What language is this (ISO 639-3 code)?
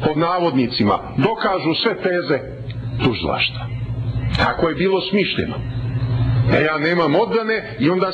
srp